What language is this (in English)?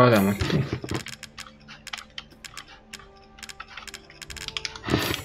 Croatian